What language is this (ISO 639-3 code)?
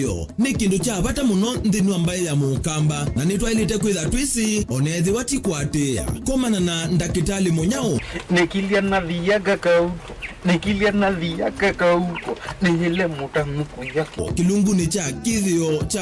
kam